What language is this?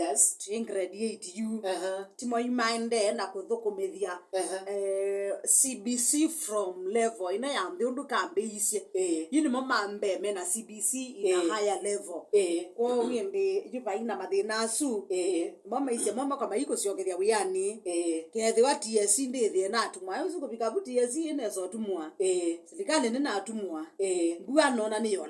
Kamba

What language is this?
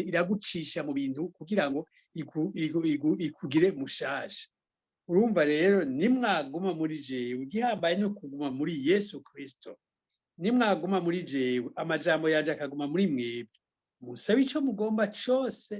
Rundi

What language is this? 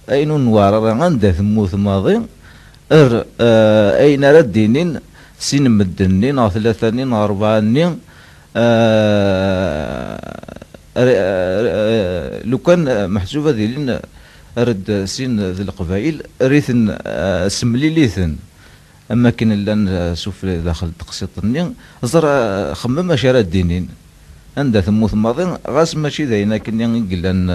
Kabyle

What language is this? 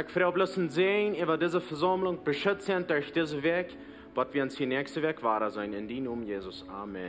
Plautdietsch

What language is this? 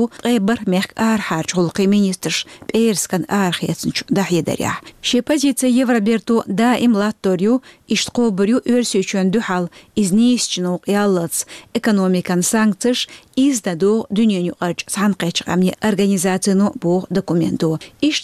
Chechen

